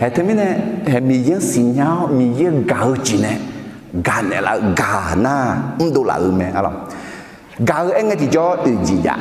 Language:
Akha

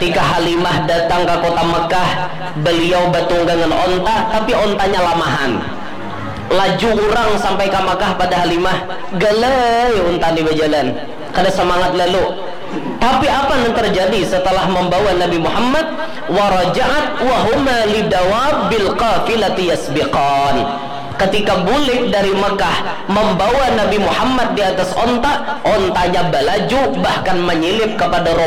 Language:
Banjar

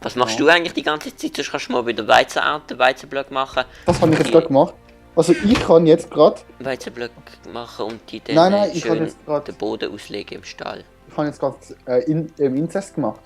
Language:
Swiss German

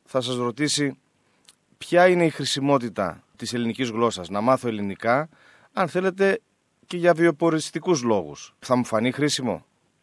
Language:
Greek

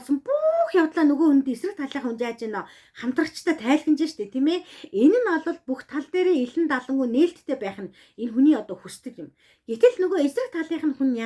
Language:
Mongolian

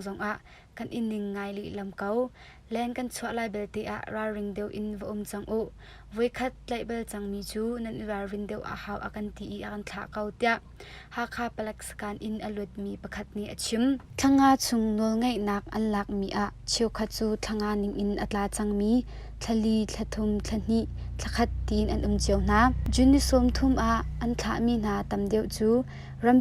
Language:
Hakha Chin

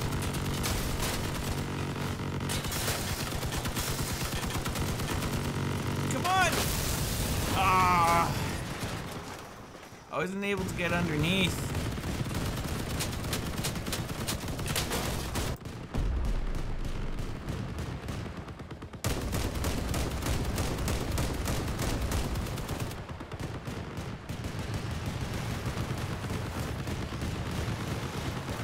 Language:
English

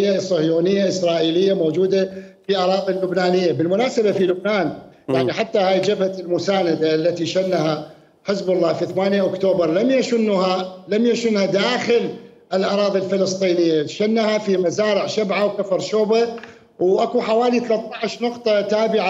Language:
Mesopotamian Arabic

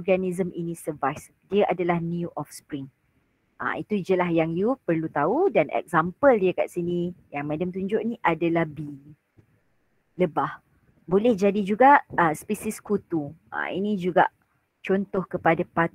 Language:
Malay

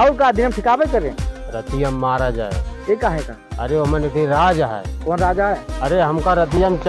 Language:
Awadhi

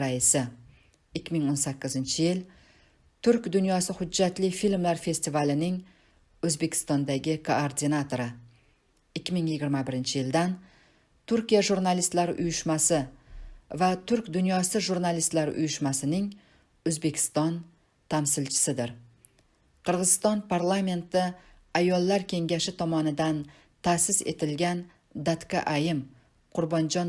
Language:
Uzbek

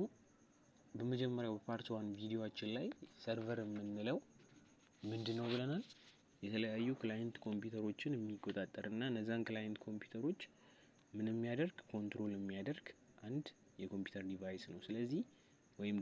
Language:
Amharic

